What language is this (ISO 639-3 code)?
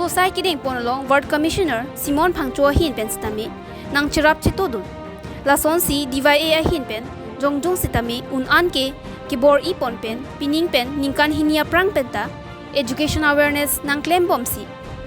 mjw